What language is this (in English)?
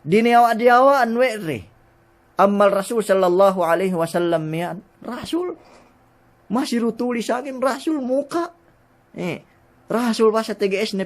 Yakan